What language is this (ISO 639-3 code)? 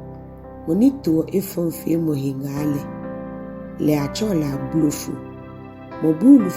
gaa